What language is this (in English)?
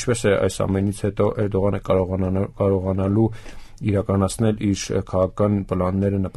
Armenian